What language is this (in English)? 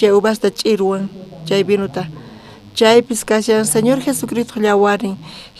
South Bolivian Quechua